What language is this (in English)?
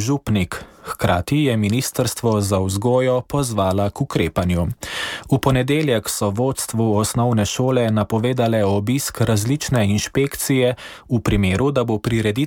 Slovenian